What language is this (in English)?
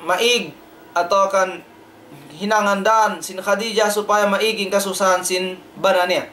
Tausug